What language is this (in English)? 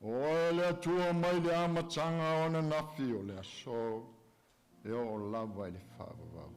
Samoan